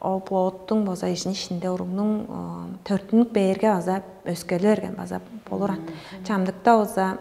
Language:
Tuvinian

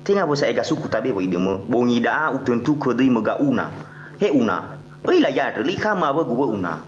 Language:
Nias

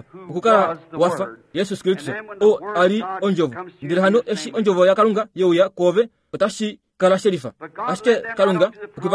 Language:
Kuanyama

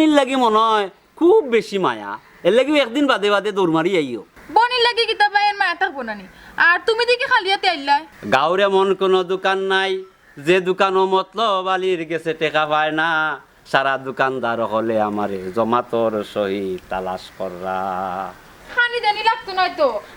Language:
Sylheti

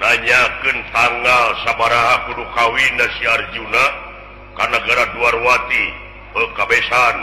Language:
Sundanese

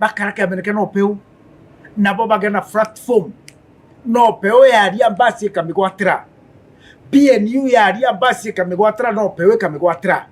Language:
Meru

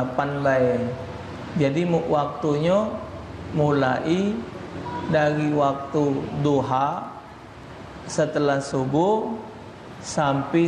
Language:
Musi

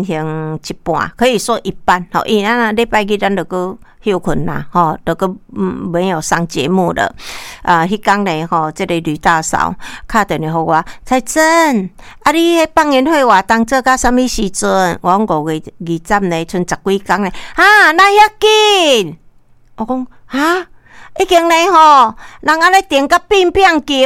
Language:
Min Nan Chinese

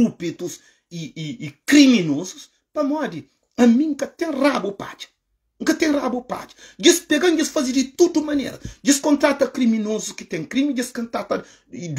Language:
Kabuverdianu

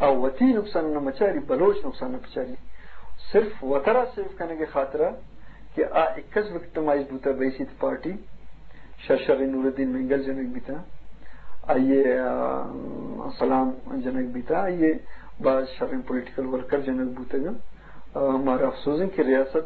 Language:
Eastern Balochi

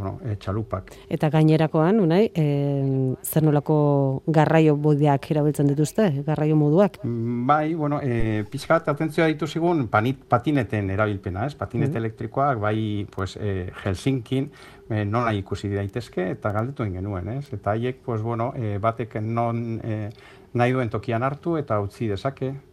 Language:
Basque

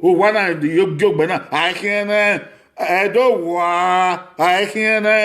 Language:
Bini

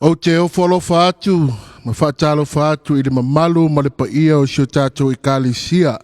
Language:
Samoan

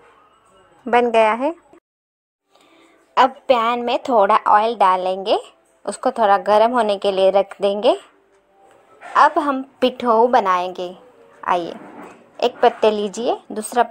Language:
Hindi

